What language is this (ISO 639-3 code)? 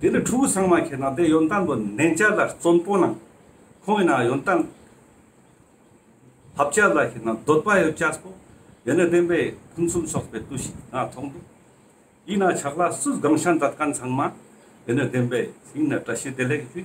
lbj